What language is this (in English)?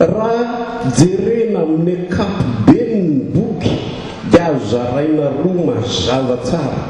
Malagasy